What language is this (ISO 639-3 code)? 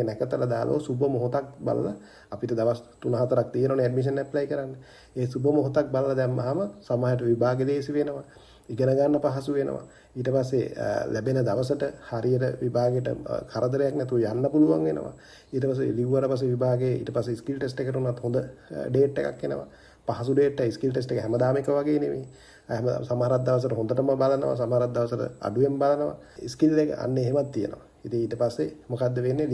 sin